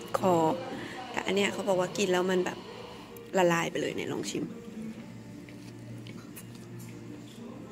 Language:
Thai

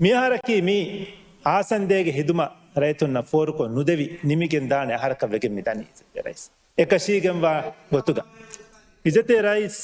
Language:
Divehi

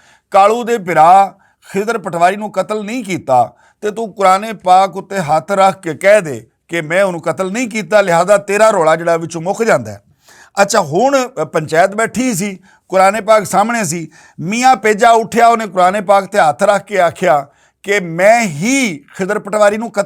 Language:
Western Panjabi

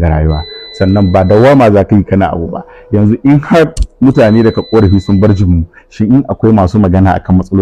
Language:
Hausa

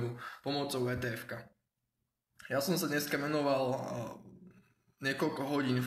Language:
Slovak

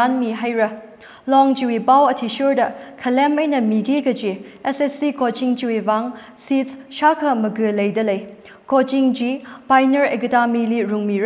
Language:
Tangkhul Naga (India)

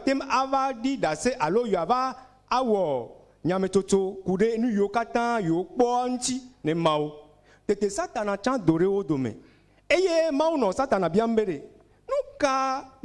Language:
Ewe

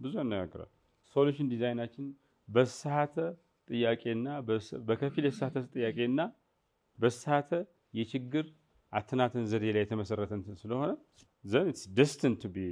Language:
Amharic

